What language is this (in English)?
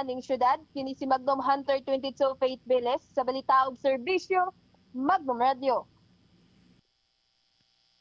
Cebuano